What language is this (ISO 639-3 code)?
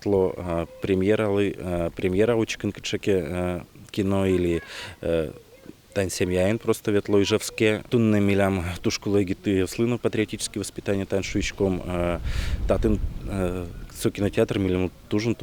udm